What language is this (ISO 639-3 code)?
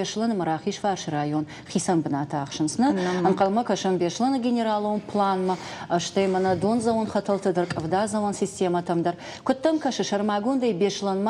oss